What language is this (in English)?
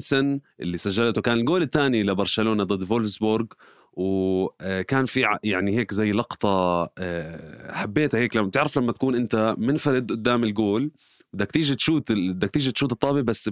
North Levantine Arabic